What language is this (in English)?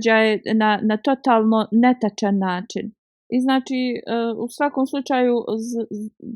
Bosnian